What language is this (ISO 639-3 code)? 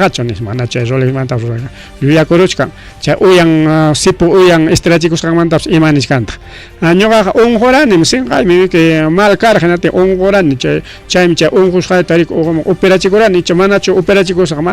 quy